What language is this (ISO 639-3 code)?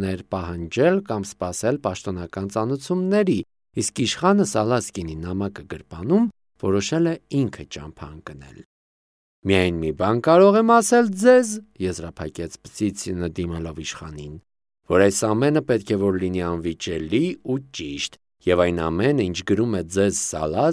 hye